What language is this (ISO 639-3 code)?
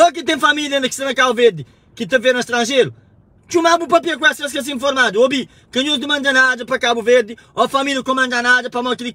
kea